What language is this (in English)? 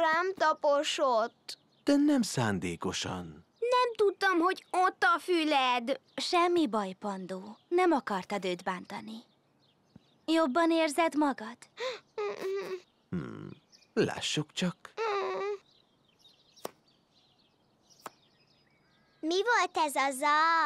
Hungarian